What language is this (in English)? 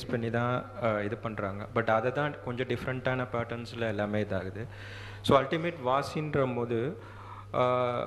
Tamil